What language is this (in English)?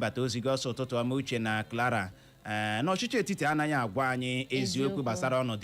Igbo